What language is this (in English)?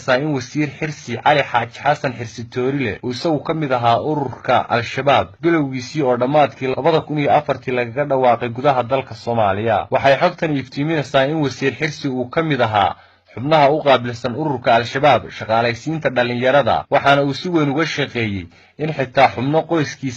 Somali